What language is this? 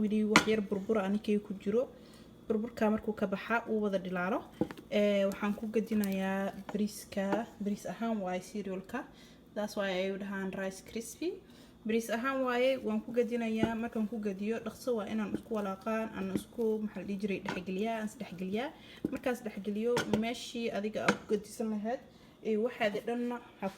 Somali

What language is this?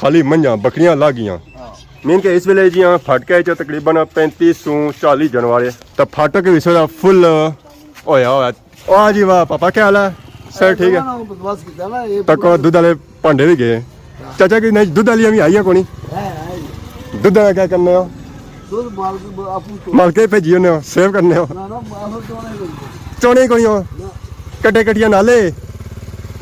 Pahari-Potwari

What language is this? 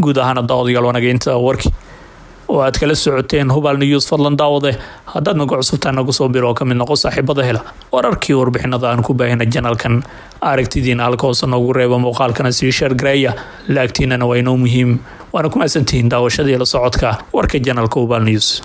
Somali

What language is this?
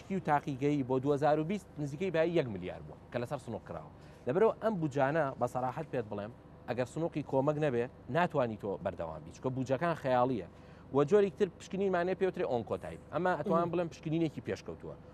Central Kurdish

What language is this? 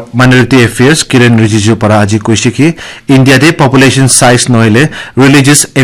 Naga Pidgin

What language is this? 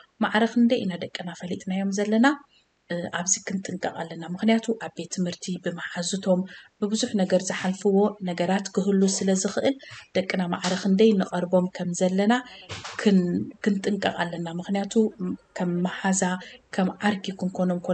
Tigrinya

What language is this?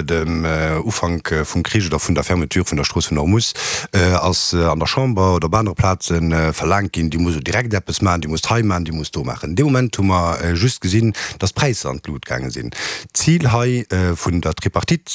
Luxembourgish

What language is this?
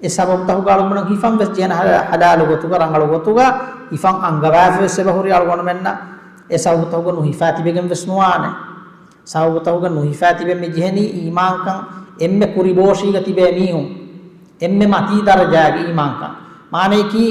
Divehi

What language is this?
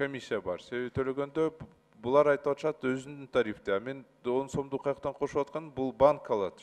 Kyrgyz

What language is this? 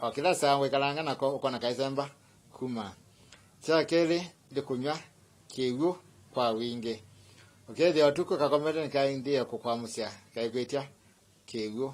Kamba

